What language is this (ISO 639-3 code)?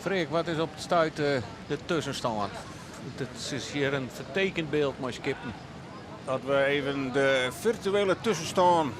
fry